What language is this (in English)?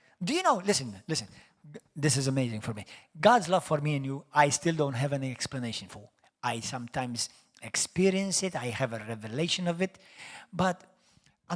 English